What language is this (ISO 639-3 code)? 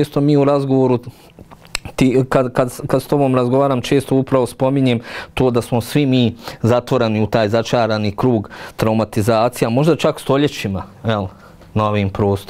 bos